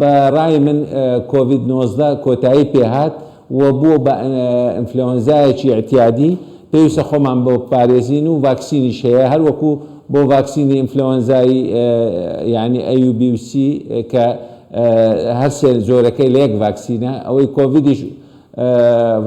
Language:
Central Kurdish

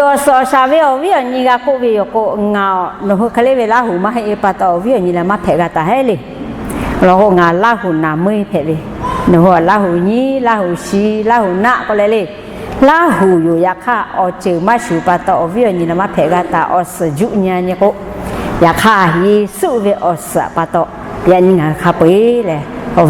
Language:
Lahu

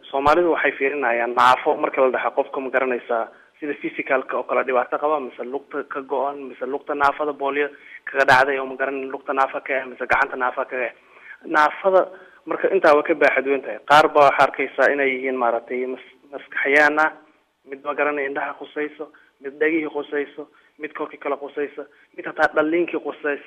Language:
Somali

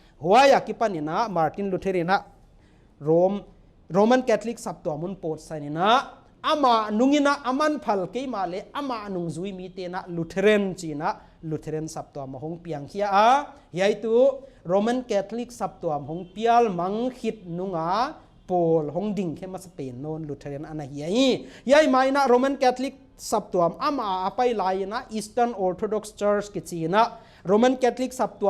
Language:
Paite Chin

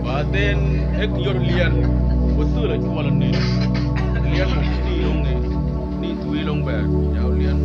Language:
Mabaan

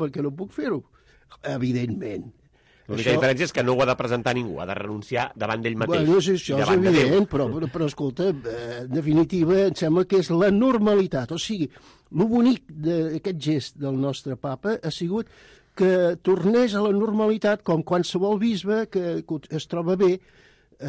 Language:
Catalan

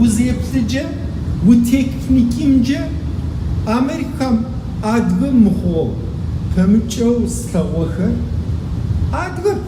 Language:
Kabardian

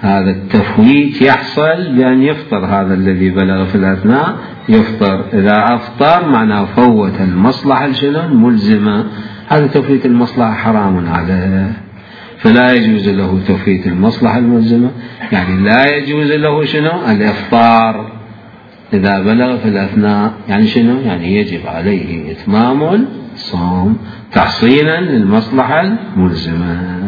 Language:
Mesopotamian Arabic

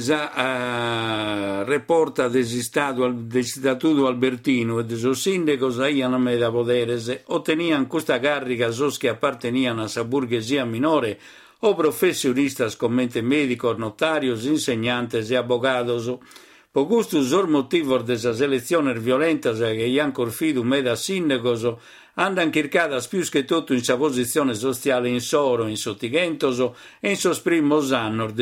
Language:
Sardinian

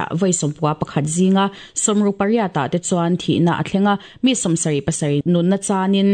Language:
Mizo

